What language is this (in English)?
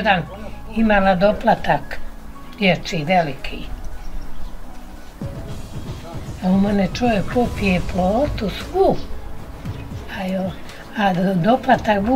Bosnian